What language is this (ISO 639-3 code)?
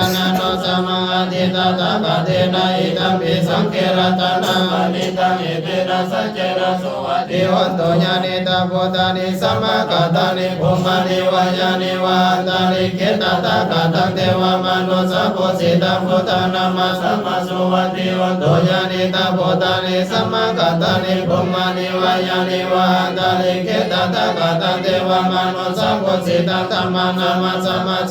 pli